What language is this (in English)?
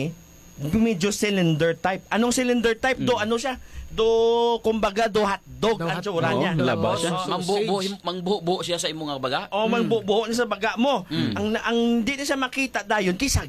Hiligaynon